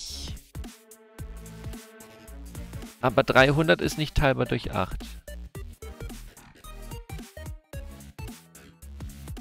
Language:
German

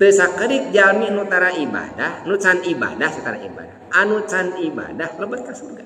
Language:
Sundanese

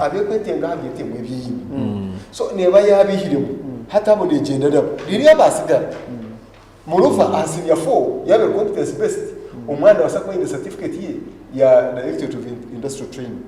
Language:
Nyankole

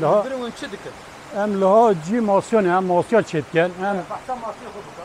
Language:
Kurdish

